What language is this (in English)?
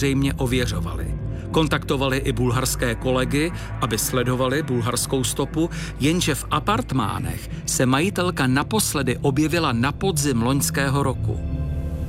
Czech